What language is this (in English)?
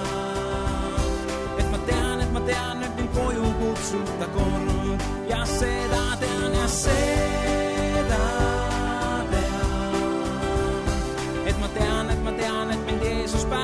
Estonian